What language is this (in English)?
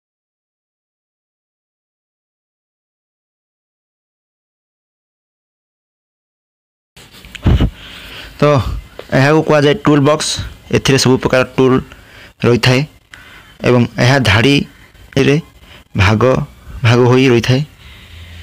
Odia